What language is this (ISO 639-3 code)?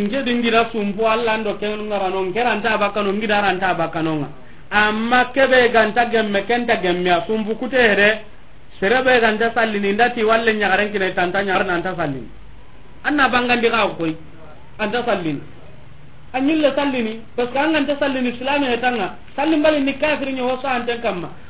snk